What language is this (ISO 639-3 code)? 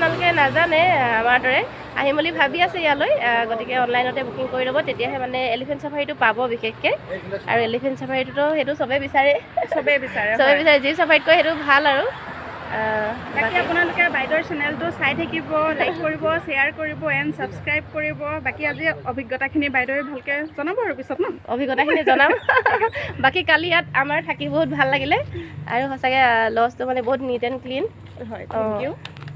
asm